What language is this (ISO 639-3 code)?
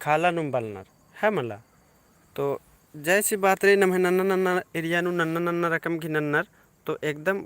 kru